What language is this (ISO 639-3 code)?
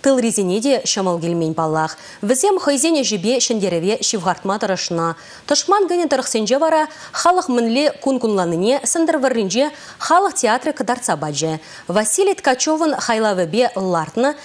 chv